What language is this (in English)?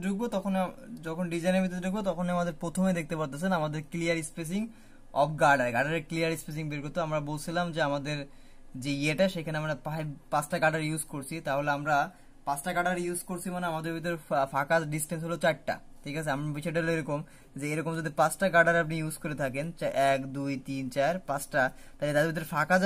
Bangla